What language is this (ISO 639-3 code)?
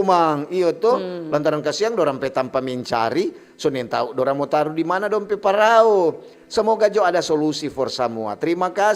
xmm